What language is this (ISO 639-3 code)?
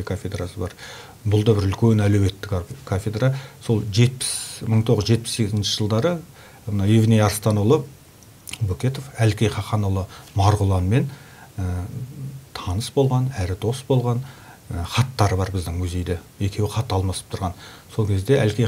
kaz